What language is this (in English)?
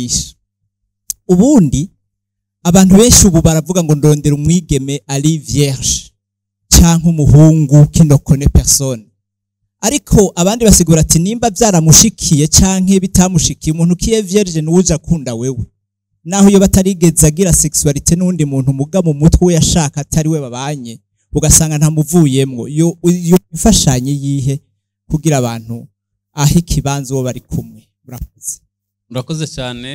Rundi